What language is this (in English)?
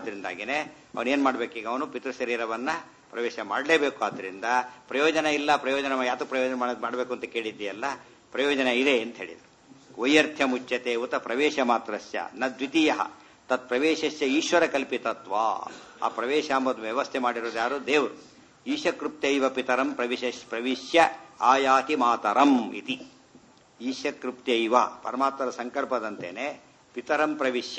Kannada